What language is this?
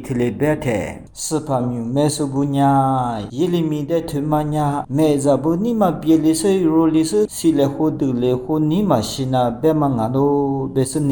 Lisu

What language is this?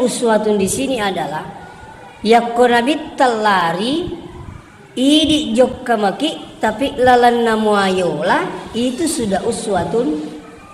Buginese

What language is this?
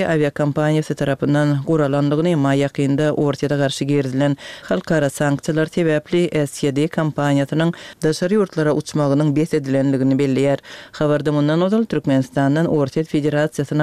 Turkmen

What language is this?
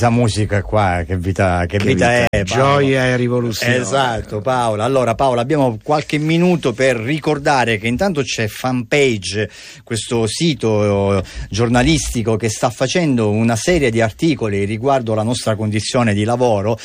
Italian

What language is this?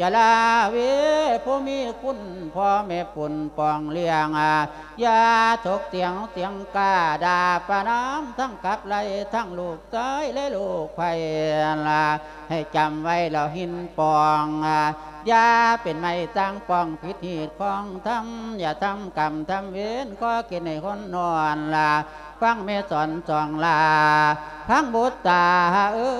Lao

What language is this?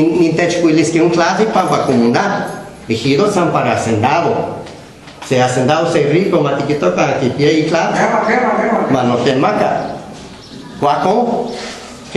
Guerrero Nahuatl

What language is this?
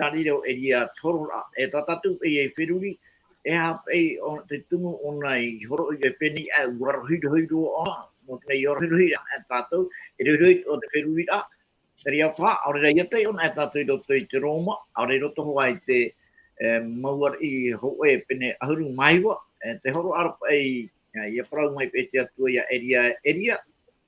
Tahitian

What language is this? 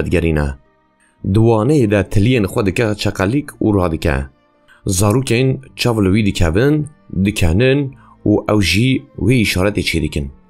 Kurdish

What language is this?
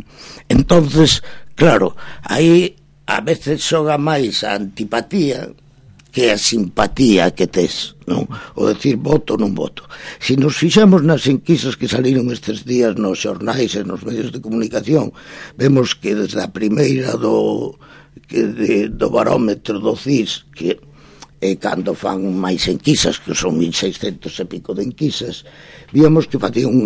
Galician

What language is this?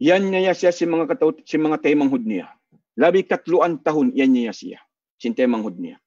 Tausug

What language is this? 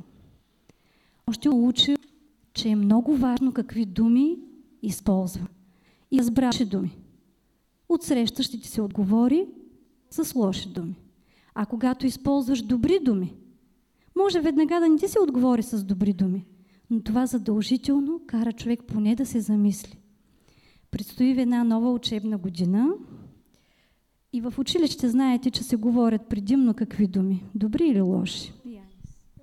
Bulgarian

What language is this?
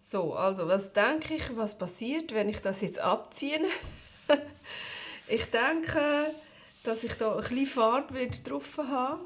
Swiss German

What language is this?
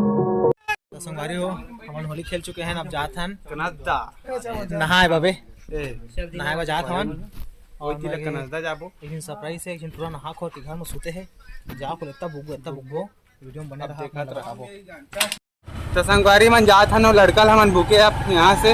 Chhattisgarhi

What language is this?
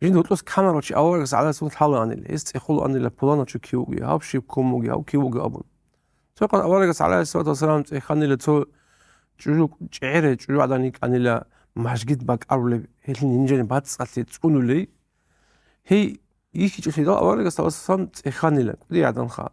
Avaric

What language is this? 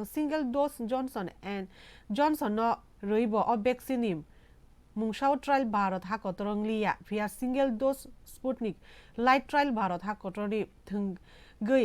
Kok Borok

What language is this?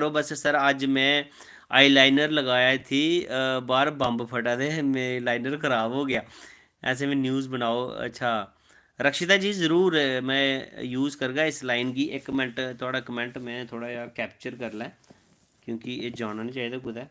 Dogri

